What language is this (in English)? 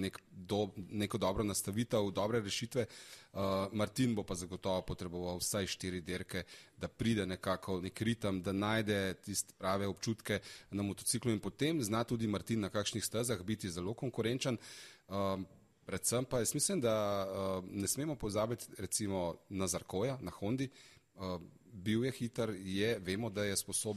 Slovenian